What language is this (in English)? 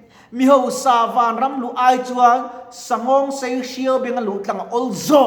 Mizo